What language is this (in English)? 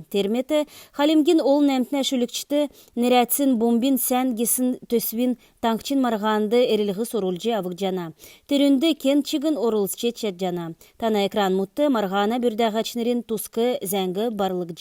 Kalmyk